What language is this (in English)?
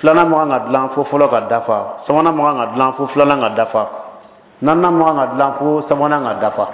Bambara